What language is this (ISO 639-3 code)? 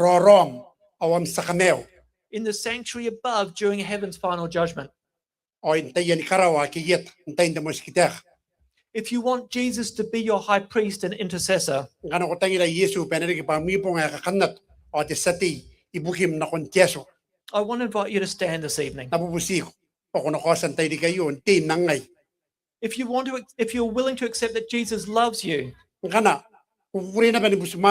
gil